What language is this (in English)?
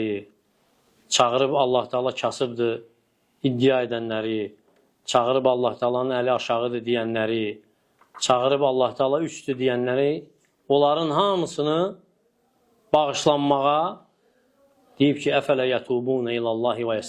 Azerbaijani